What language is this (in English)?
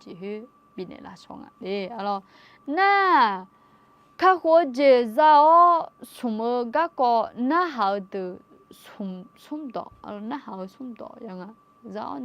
Akha